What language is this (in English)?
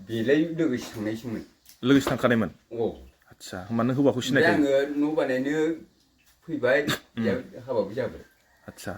Bodo